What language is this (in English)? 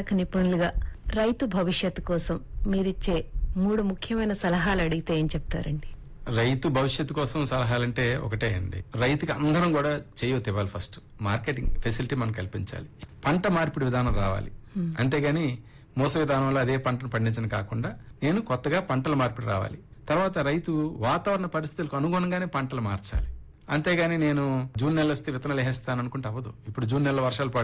Telugu